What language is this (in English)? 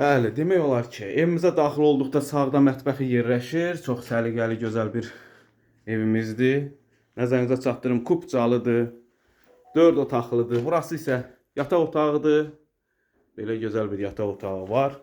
Azerbaijani